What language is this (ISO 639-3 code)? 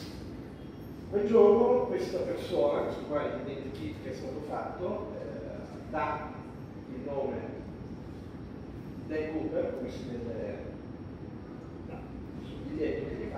ita